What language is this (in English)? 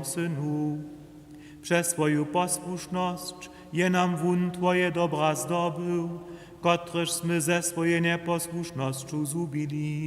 Upper Sorbian